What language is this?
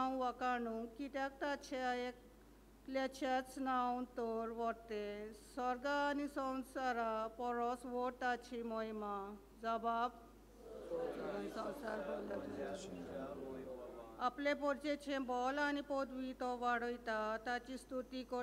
Konkani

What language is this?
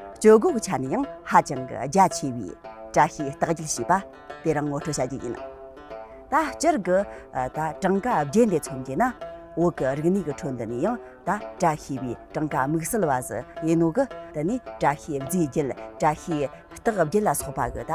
Tibetan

